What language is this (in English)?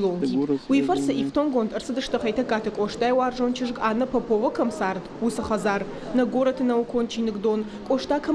Ossetic